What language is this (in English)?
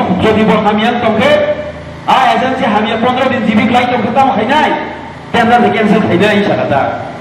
Kok Borok